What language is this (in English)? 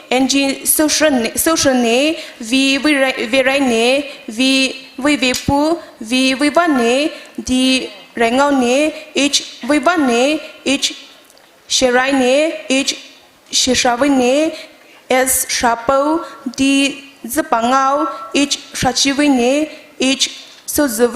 Poumei Naga